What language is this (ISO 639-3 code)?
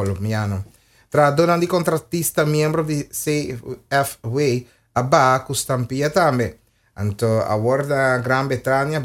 pap